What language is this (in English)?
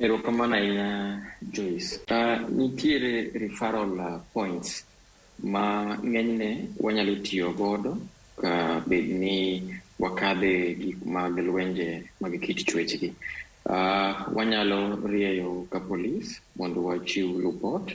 Luo (Kenya and Tanzania)